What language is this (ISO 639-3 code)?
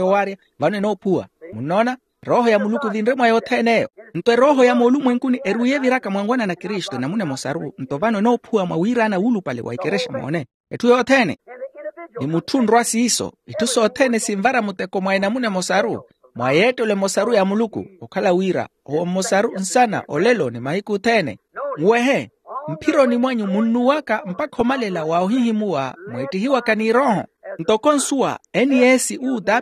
vmw